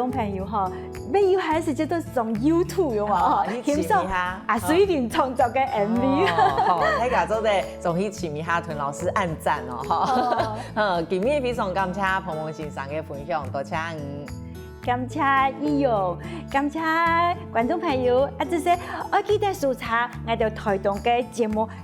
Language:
Hakka Chinese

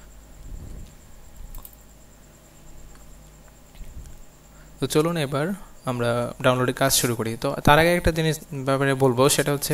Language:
Bangla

